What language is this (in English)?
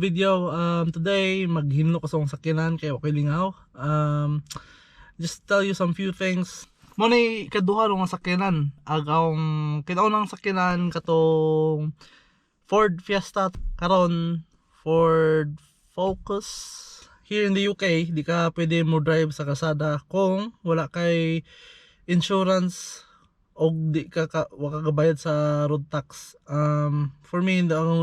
Cebuano